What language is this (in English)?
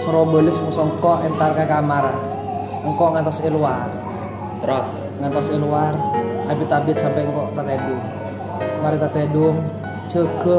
Madurese